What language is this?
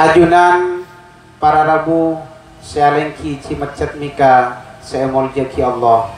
Madurese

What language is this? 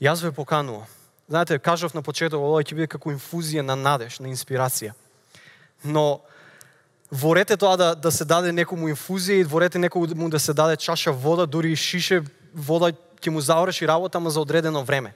Macedonian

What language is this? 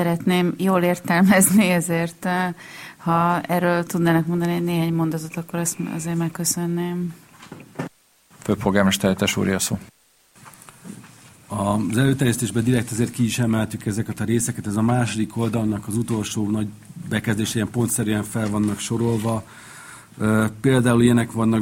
Hungarian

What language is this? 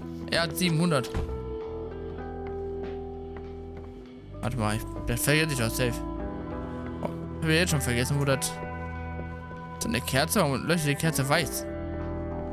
German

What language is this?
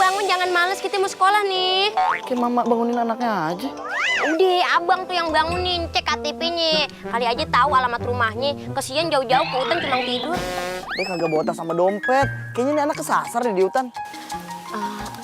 Betawi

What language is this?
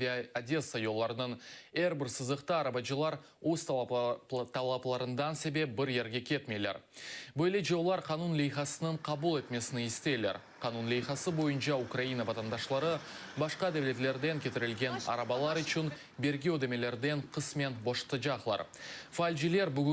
Crimean Tatar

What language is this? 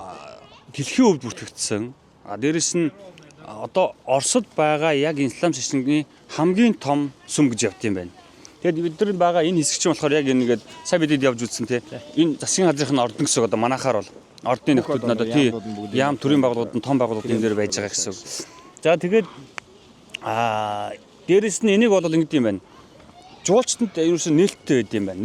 Mongolian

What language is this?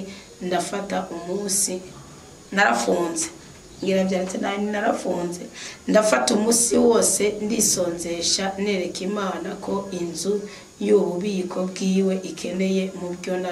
Rundi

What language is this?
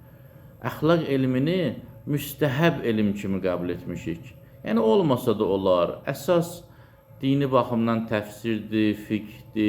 Azerbaijani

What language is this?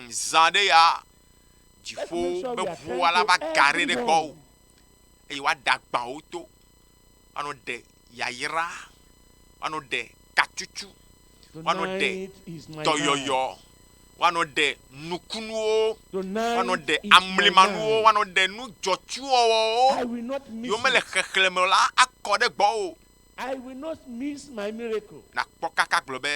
Ewe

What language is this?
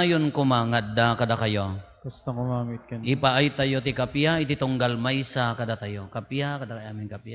Iloko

